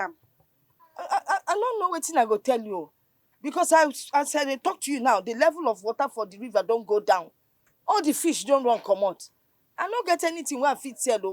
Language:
Nigerian Pidgin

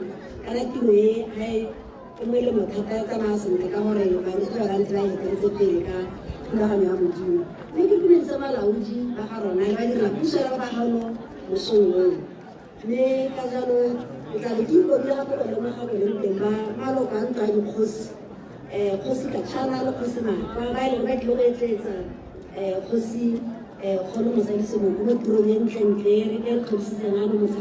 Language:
Tswana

